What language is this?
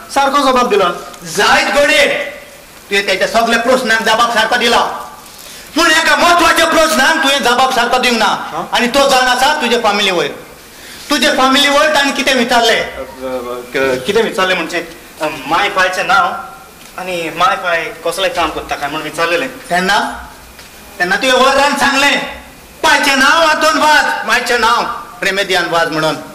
Konkani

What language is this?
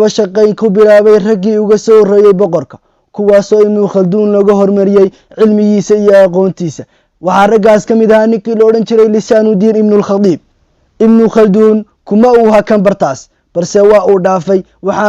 Somali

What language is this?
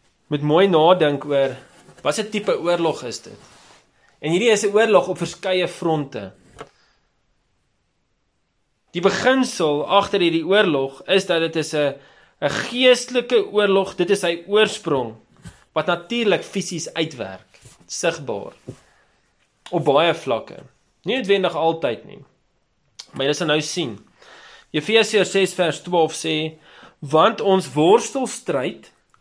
Afrikaans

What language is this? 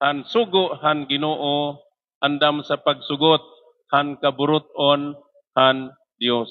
Waray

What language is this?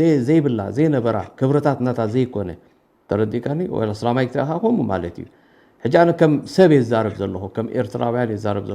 Tigrinya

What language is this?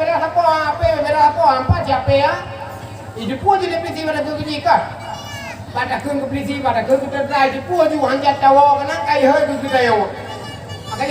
Achinese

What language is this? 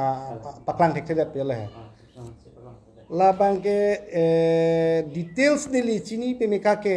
Karbi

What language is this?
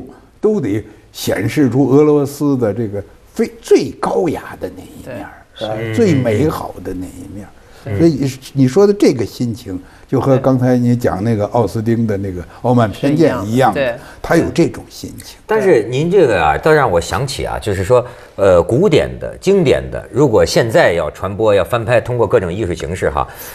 Chinese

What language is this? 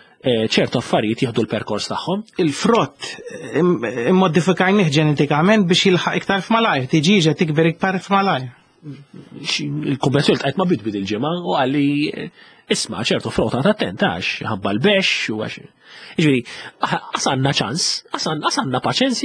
Maltese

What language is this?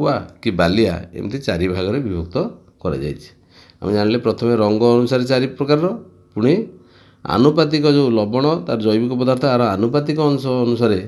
Odia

